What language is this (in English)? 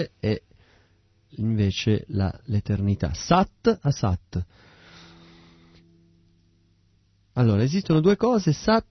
Italian